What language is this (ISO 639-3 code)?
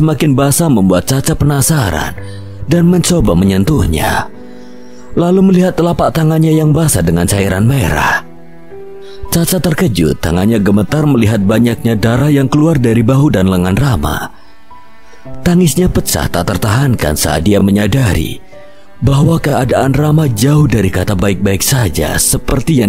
ind